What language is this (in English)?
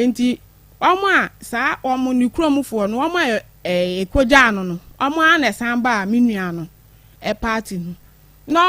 Akan